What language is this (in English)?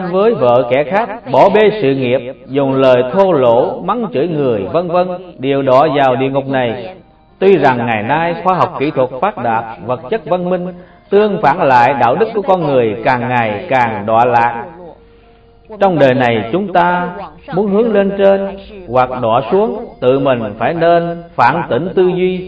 Vietnamese